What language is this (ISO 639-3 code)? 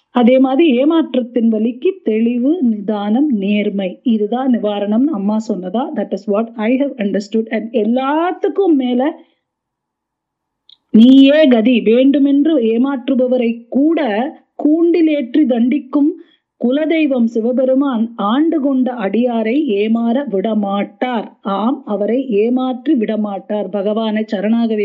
tam